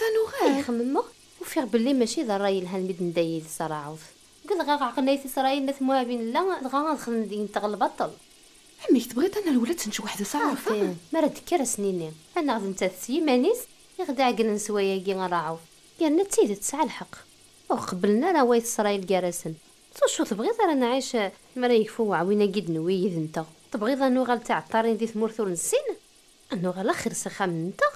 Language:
Kabyle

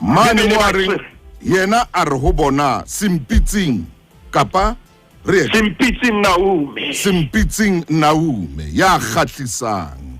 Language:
Southern Sotho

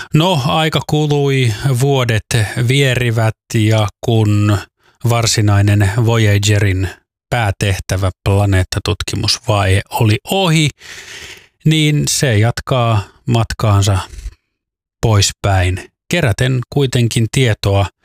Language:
Finnish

